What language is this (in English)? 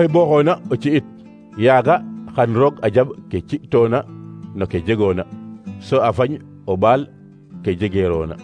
Serer